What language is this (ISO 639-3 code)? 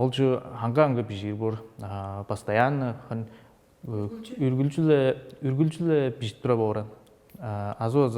tyv